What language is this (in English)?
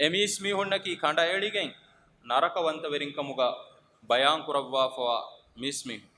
Divehi